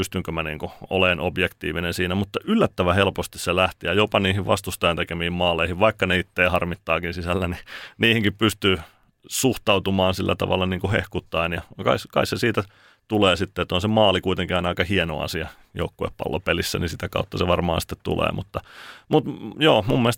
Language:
Finnish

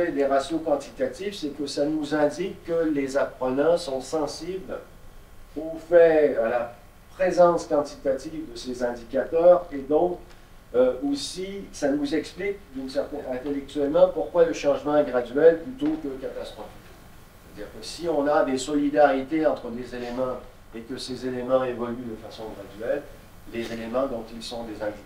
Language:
French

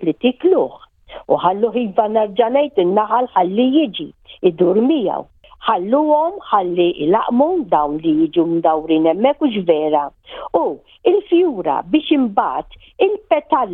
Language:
Maltese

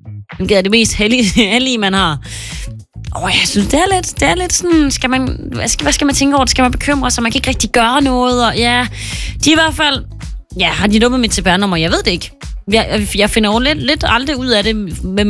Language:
Danish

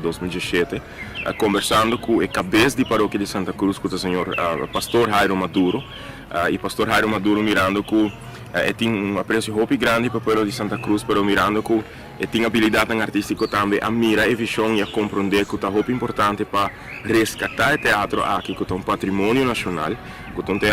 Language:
Papiamento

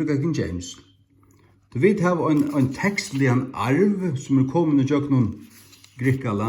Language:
Faroese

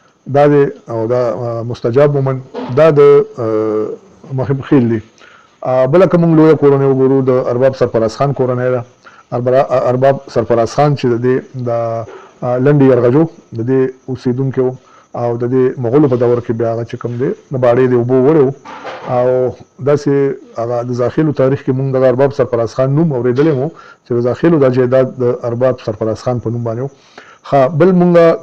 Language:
Pashto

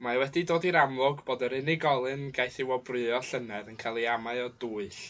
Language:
Welsh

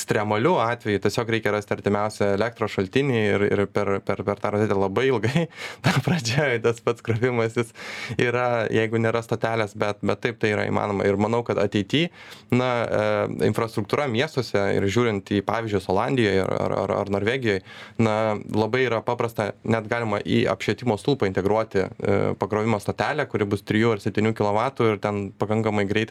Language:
Lithuanian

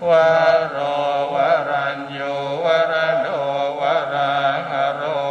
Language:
Pali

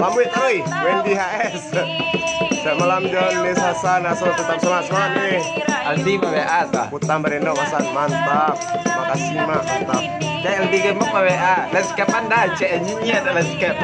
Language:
Minangkabau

